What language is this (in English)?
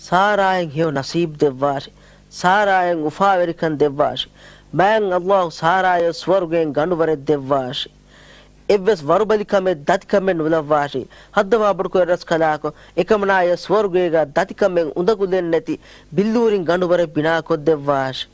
Divehi